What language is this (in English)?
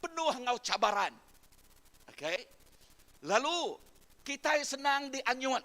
Iban